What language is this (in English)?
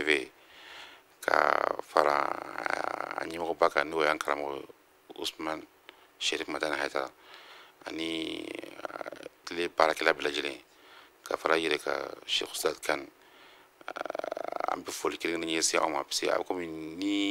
Bambara